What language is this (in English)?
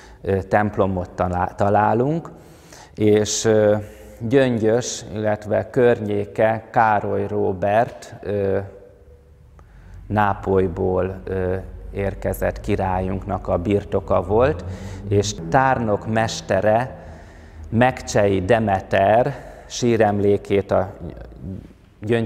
Hungarian